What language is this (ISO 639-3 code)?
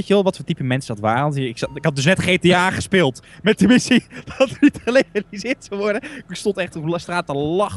nld